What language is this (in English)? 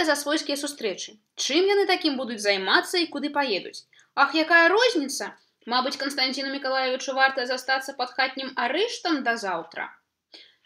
Belarusian